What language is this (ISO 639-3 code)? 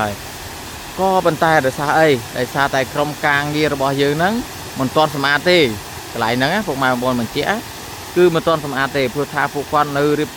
khm